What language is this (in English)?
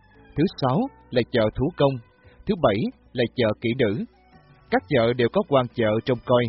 Vietnamese